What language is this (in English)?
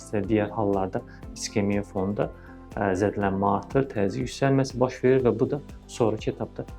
Azerbaijani